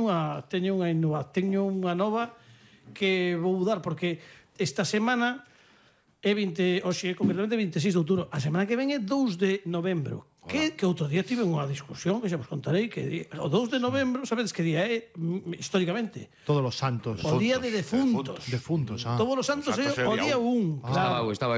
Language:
Galician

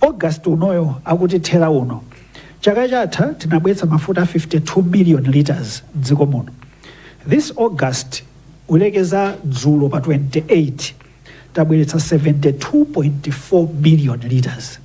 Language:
Nyanja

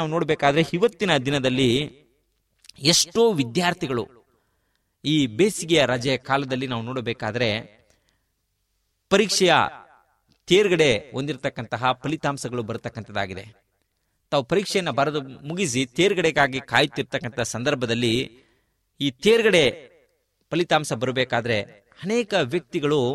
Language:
Kannada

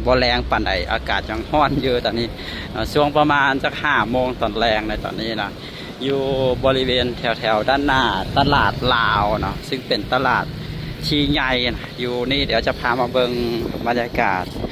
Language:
Lao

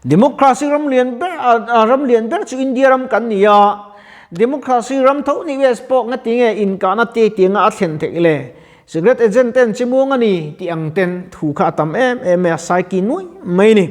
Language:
Mizo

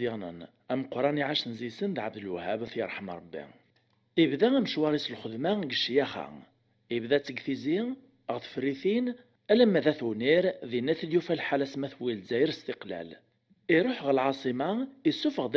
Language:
Kabyle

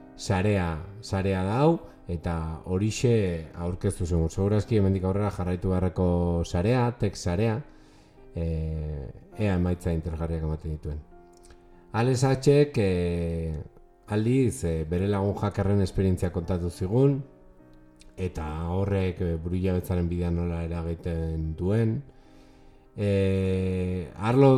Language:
Basque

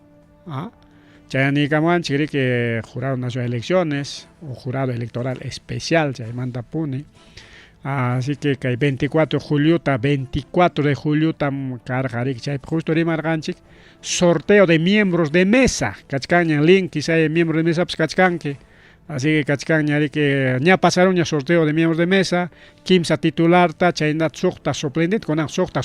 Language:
Ayacucho Quechua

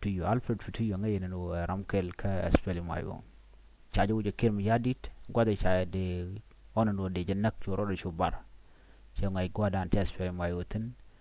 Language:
Nuer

